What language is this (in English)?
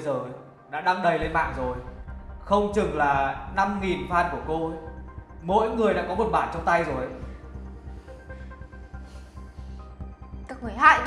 Vietnamese